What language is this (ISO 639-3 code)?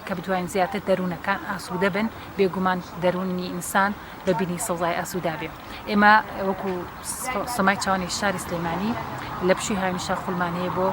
ckb